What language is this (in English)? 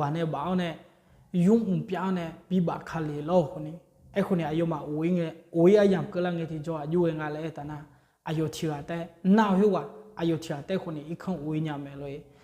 Akha